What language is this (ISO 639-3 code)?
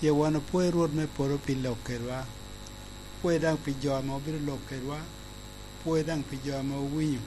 laj